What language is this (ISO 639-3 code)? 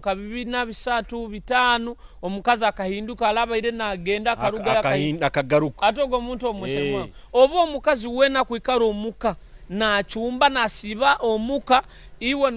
nyo